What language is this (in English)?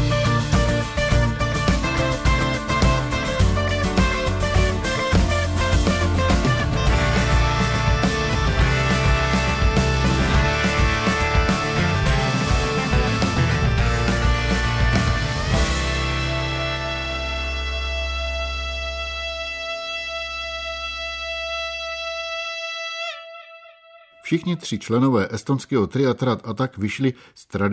Czech